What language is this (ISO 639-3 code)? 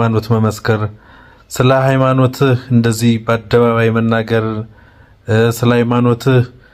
amh